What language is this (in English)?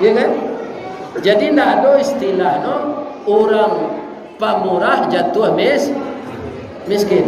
Minangkabau